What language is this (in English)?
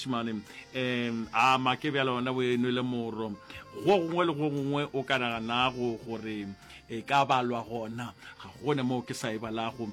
Northern Sotho